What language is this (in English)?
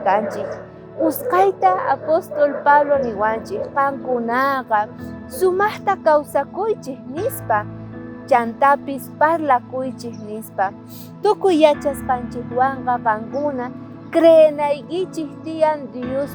South Bolivian Quechua